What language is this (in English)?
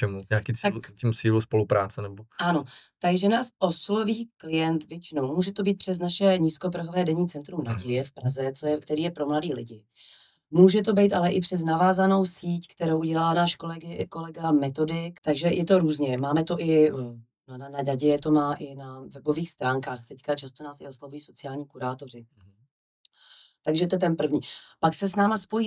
Czech